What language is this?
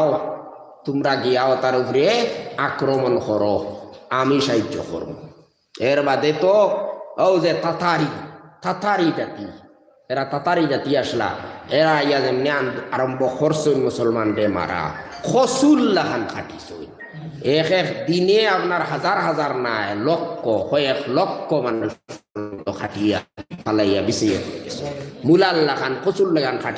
Sylheti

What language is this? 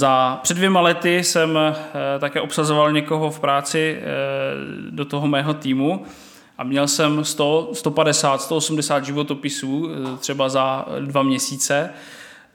Czech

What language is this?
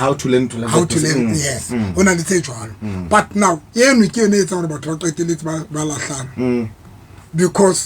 Southern Sotho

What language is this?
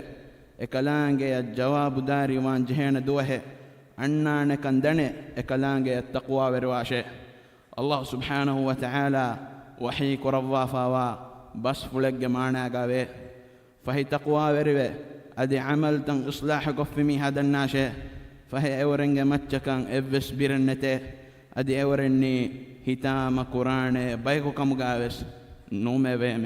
Divehi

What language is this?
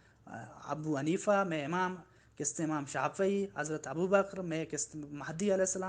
Baluchi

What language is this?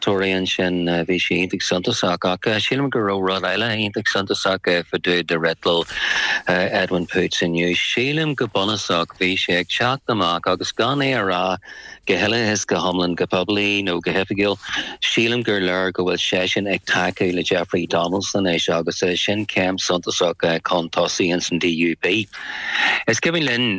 Irish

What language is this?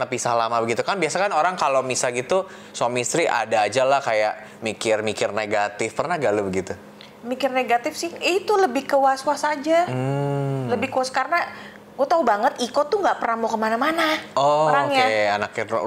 Indonesian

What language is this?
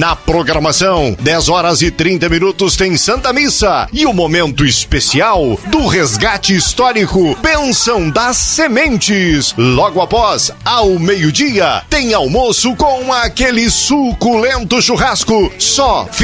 Portuguese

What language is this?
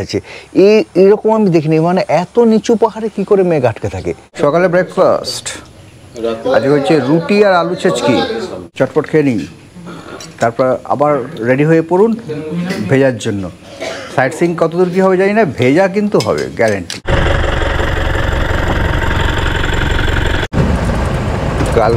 Bangla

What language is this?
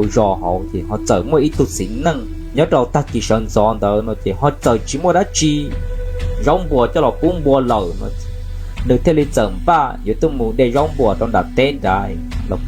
Hmong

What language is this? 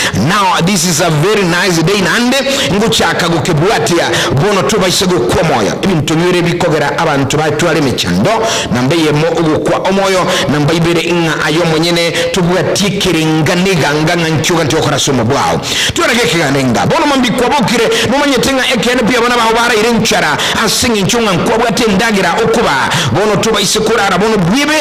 Gusii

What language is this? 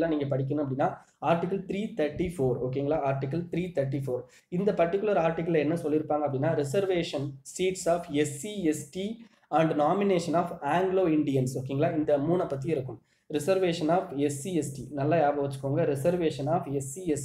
Tamil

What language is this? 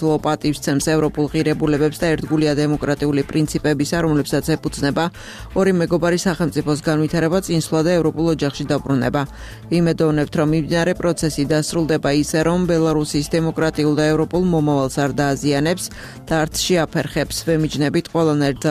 Georgian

